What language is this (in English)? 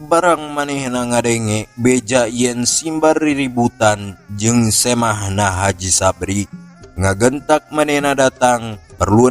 Sundanese